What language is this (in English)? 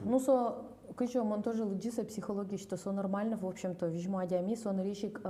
Udmurt